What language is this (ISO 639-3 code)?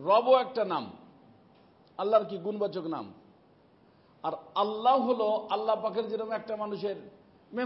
ben